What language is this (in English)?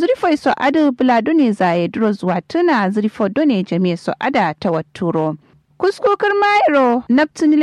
Kanuri